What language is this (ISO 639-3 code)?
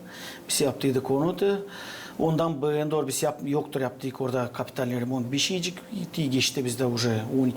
gag